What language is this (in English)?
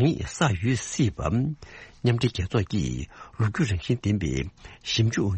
Tibetan